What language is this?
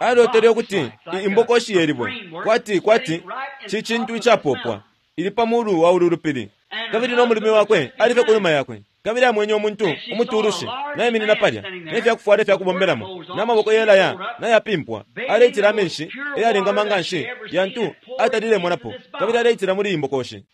Bemba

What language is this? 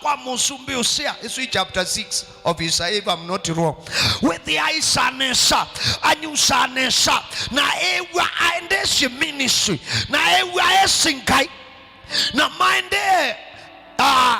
Kamba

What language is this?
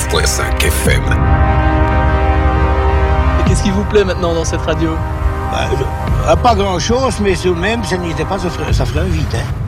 French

